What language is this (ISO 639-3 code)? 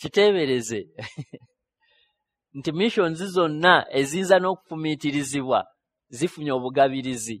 lug